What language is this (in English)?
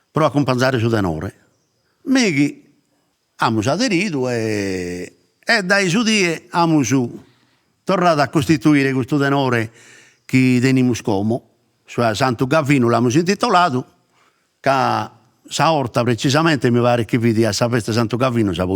Sardinian